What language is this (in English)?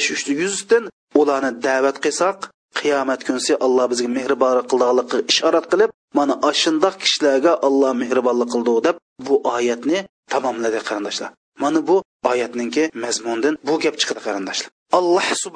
Uyghur